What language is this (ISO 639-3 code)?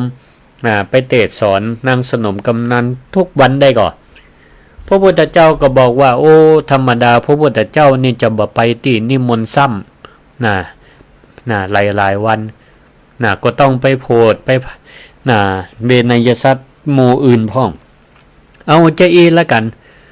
nod